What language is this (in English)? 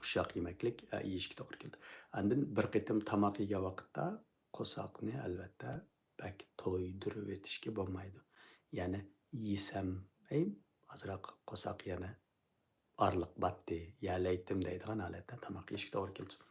Uyghur